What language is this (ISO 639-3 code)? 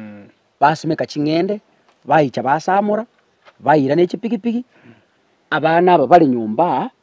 guz